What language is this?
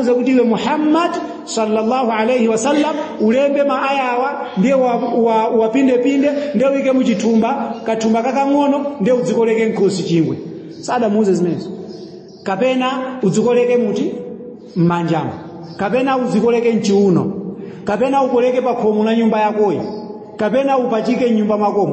Nyanja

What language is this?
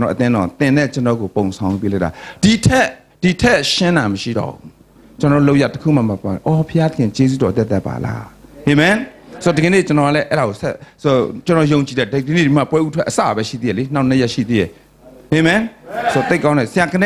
Burmese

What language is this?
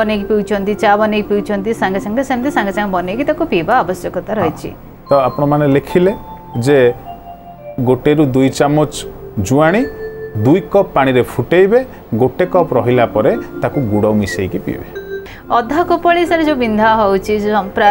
Odia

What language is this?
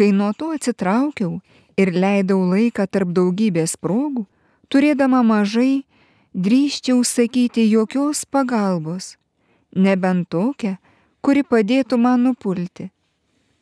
Lithuanian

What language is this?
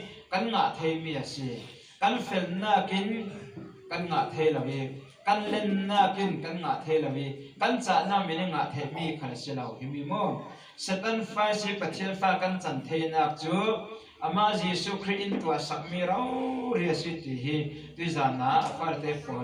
Falam Chin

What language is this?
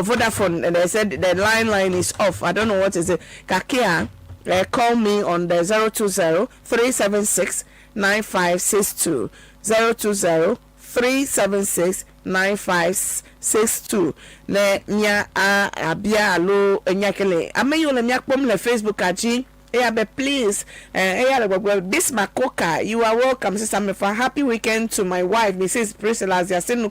Ewe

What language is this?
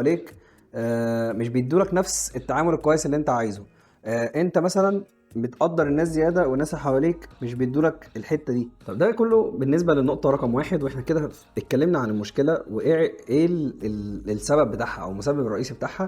Egyptian Arabic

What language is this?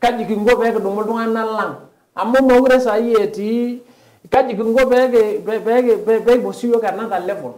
Masai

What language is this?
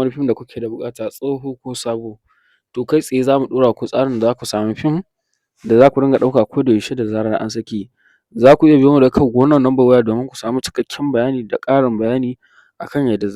Hausa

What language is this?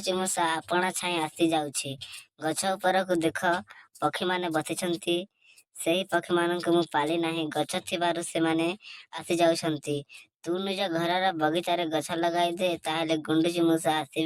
Odia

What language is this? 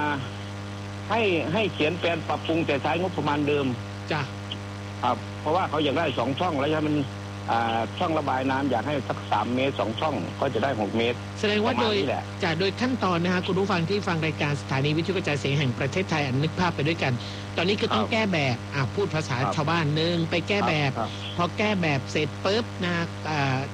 Thai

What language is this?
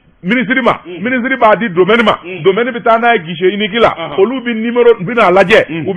Bambara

